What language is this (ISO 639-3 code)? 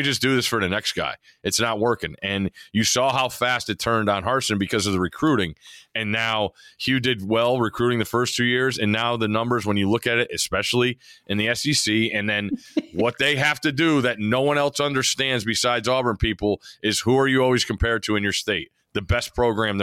eng